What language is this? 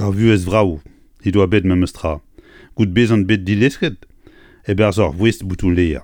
Breton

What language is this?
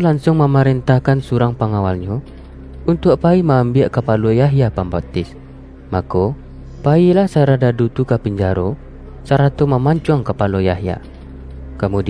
Minangkabau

